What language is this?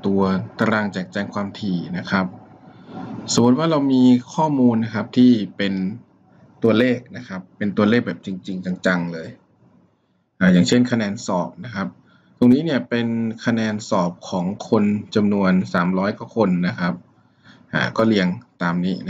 Thai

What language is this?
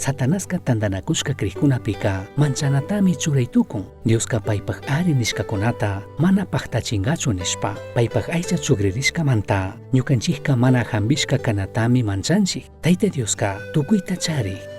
Chimborazo Highland Quichua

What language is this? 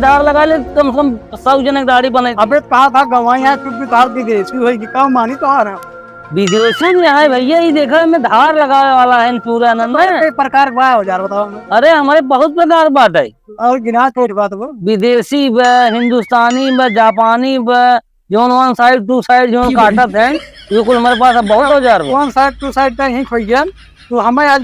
Awadhi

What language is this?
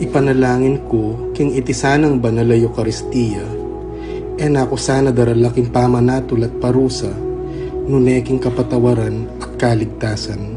Pampanga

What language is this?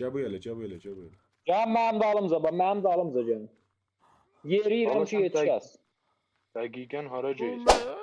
South Azerbaijani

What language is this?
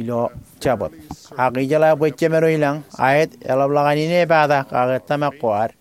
Marshallese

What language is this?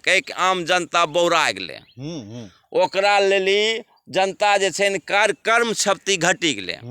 Angika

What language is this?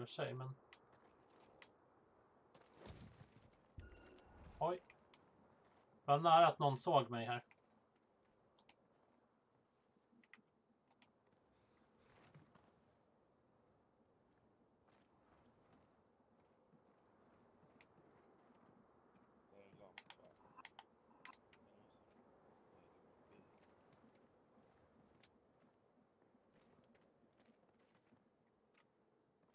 Swedish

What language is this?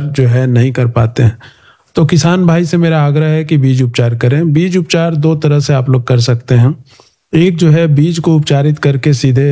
Hindi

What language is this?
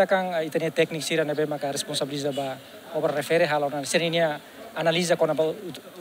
Tetum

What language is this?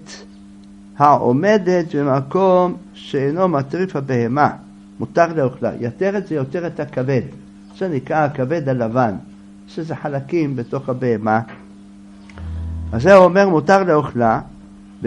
Hebrew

